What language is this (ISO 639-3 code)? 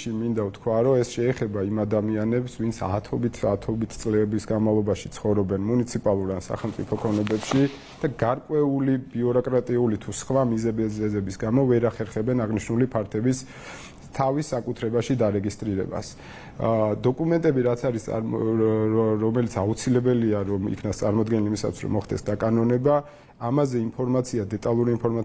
kat